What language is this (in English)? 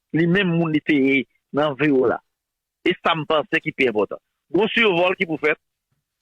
Haitian Creole